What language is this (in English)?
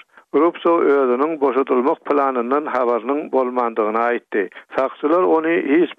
Turkmen